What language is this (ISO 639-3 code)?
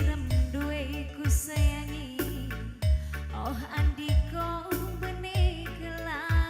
btx